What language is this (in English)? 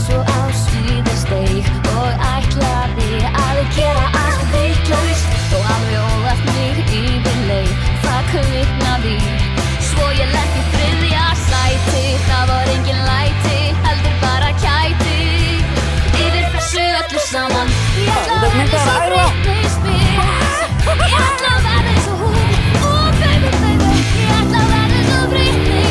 Icelandic